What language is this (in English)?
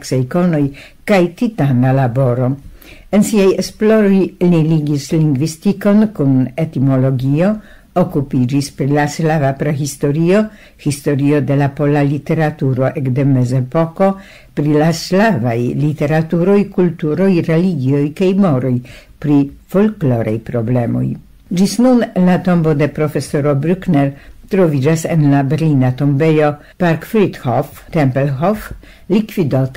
Esperanto